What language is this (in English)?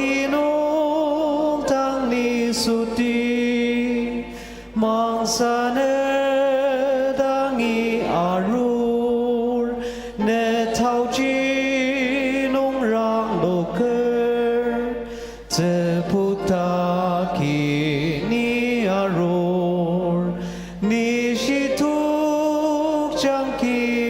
Ao Naga